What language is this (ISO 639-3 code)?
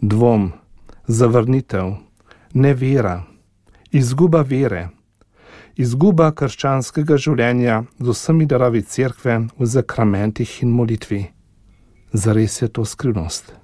slv